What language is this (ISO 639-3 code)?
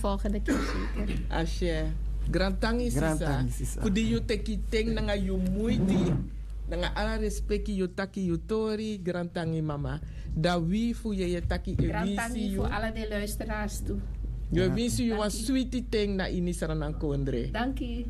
srn